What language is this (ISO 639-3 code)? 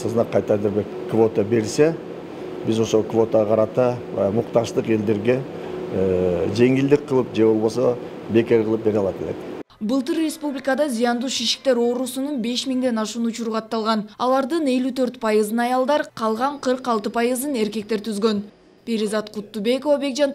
kir